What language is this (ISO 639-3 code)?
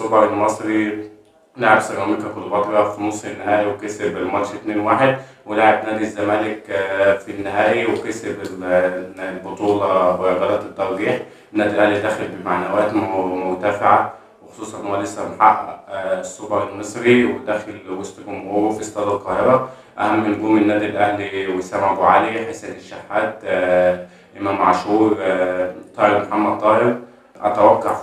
arz